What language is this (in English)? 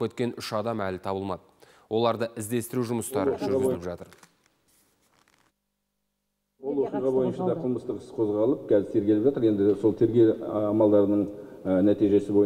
Kazakh